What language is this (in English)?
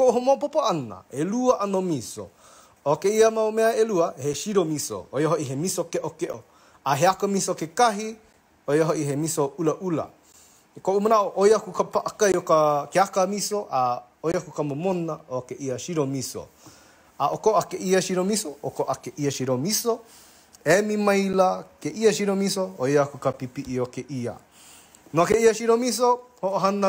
Hawaiian